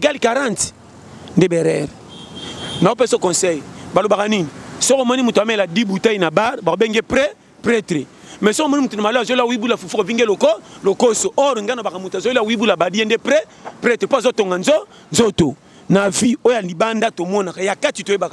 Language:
Lingala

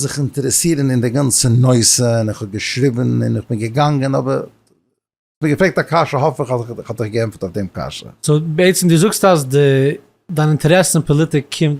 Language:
Yiddish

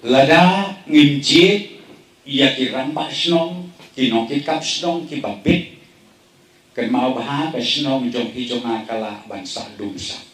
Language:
Khasi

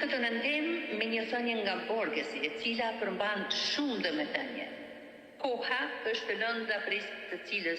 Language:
Albanian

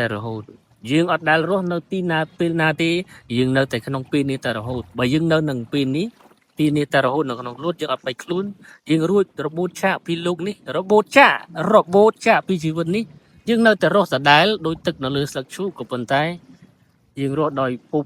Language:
Khmer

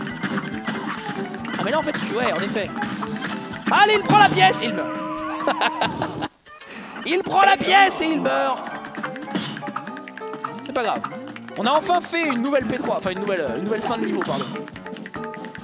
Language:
French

